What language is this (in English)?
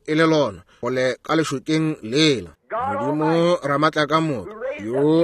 Northern Sotho